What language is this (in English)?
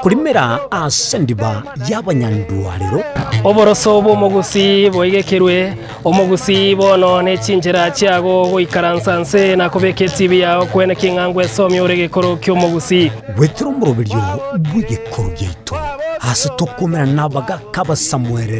Gusii